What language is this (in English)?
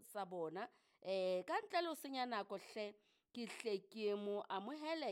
Southern Sotho